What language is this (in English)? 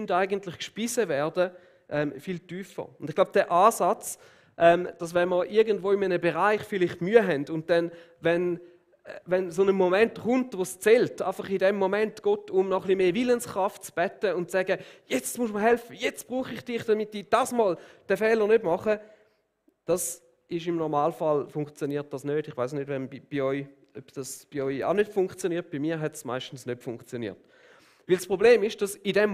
Swiss German